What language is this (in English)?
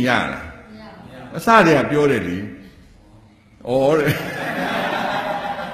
Burmese